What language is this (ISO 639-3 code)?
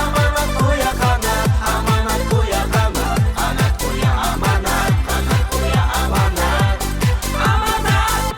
bak